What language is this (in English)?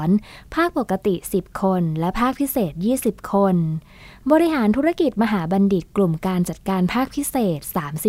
Thai